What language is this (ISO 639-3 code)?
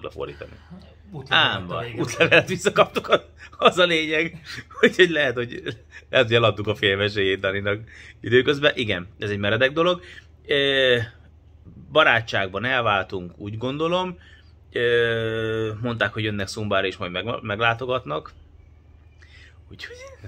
hun